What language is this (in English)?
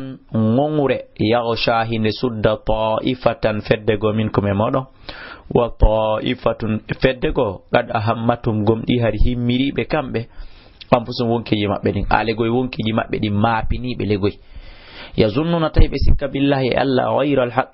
Fula